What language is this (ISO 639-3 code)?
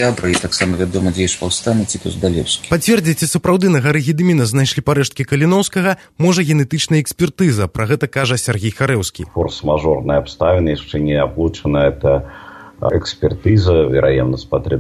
bel